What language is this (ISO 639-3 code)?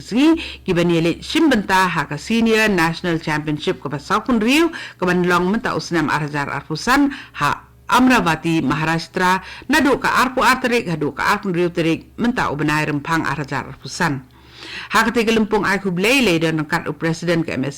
kha